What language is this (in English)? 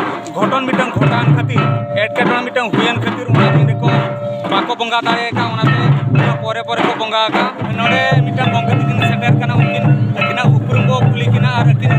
Santali